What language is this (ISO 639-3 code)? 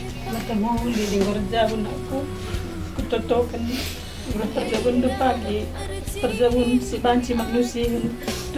btx